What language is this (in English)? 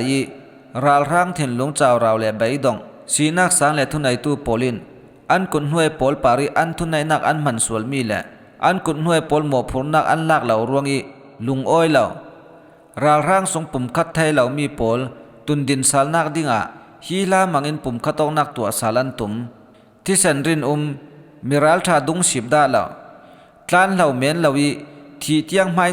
Falam Chin